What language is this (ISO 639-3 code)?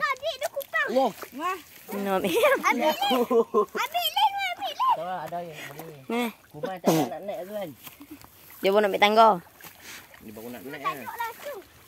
msa